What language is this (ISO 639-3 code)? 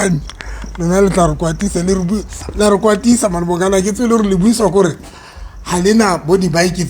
sot